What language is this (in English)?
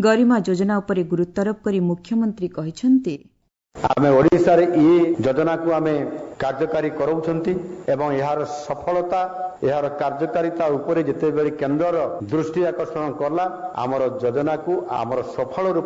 Odia